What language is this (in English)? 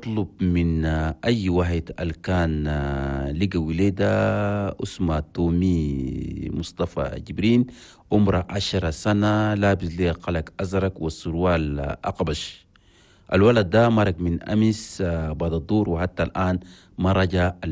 Chadian Arabic